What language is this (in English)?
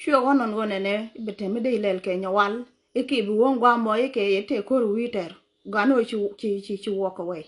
Nuer